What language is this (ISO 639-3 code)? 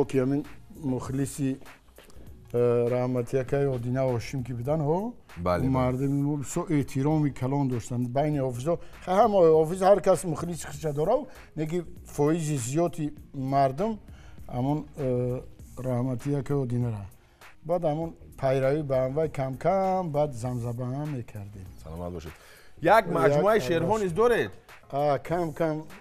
tgk